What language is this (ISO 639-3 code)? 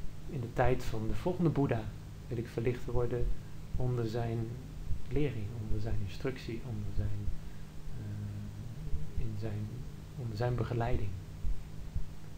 nld